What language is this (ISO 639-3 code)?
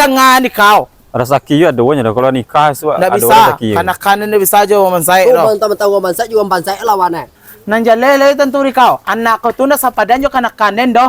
min